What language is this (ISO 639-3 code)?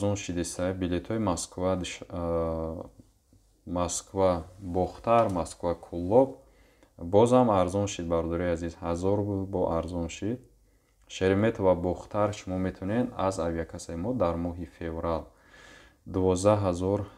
tgk